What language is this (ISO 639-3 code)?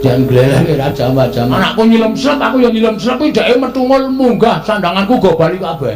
jav